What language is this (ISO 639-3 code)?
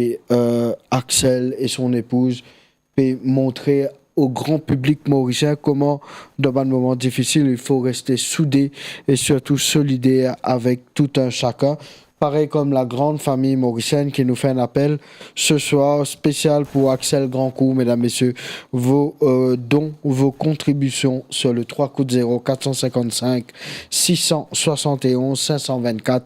mfe